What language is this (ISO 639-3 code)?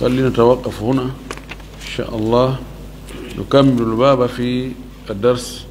ful